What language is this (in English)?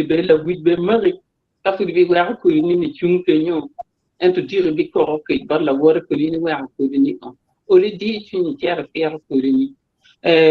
Acoli